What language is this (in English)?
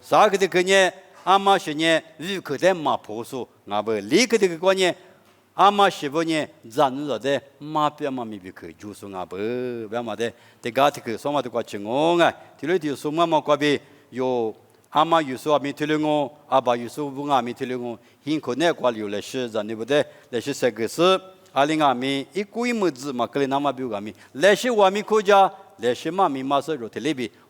Lisu